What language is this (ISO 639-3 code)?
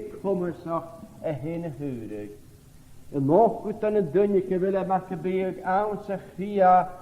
gla